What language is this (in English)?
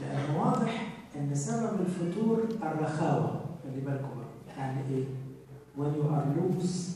Egyptian Arabic